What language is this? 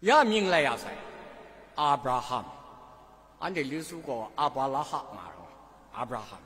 Kachin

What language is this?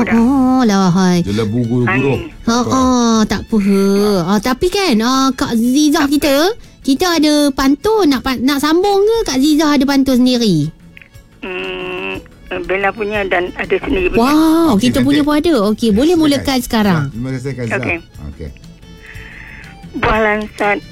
Malay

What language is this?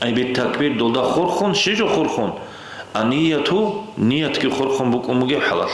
Avaric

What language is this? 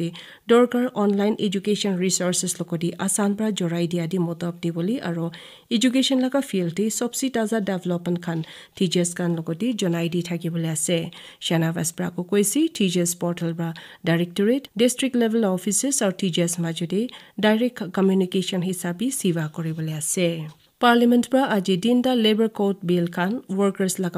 Naga Pidgin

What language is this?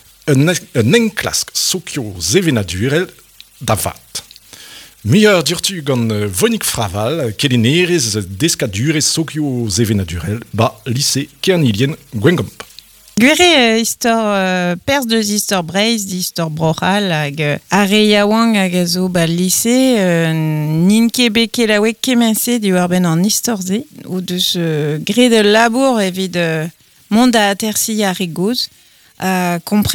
Breton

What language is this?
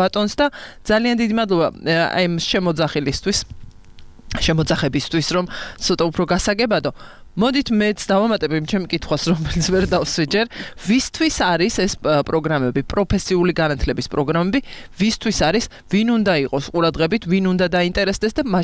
Georgian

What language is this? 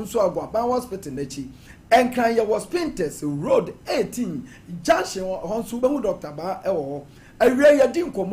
Akan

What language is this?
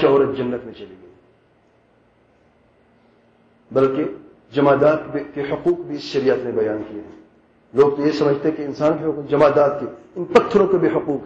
Urdu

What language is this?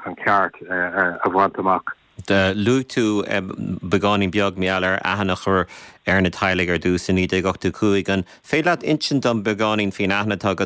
Irish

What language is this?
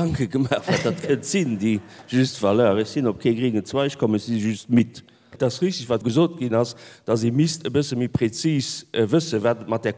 Luxembourgish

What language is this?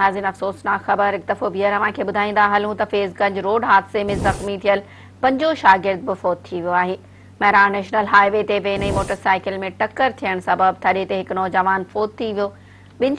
Sindhi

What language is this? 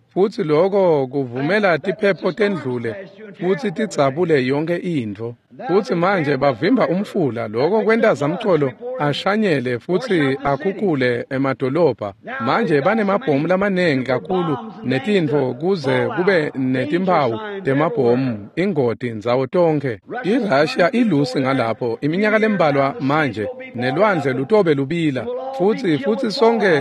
Swati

